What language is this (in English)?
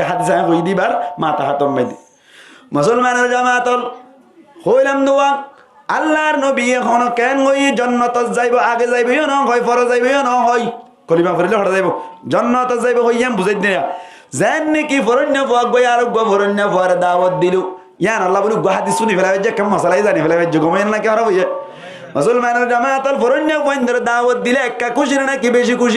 Rohingya